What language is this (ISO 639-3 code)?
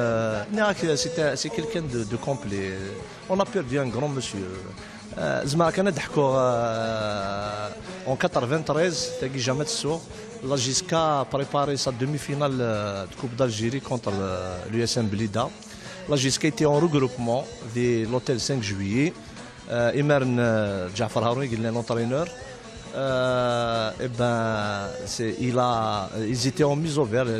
kab